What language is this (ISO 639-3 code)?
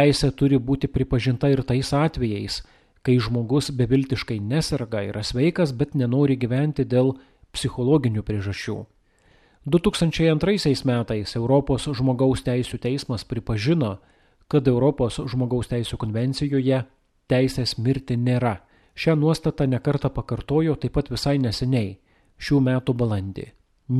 lit